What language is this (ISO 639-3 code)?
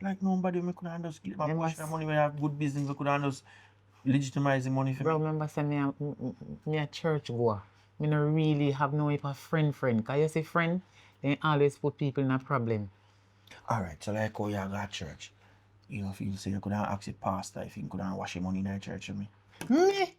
jam